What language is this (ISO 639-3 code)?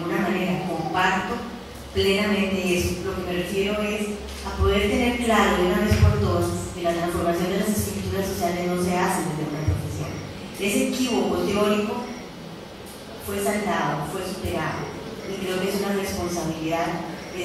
spa